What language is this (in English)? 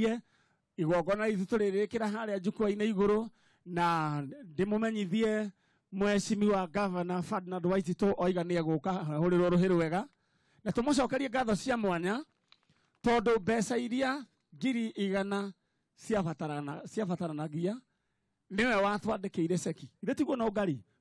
Kikuyu